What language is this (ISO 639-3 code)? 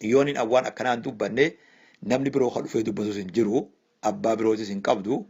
orm